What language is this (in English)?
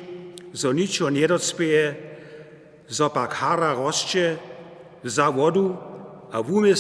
Upper Sorbian